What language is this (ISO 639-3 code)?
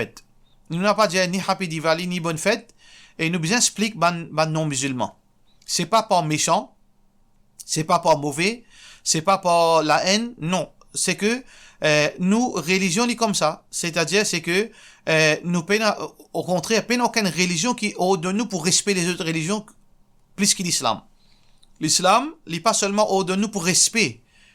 mfe